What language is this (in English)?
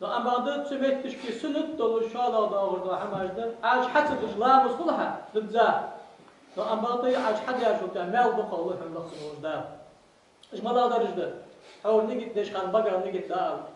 Ingush